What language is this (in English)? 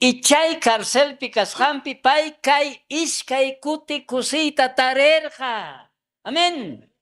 South Bolivian Quechua